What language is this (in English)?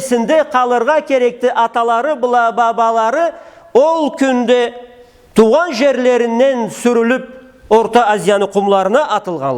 Karachay-Balkar